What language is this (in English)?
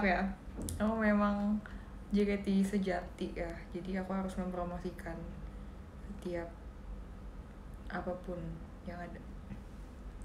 Indonesian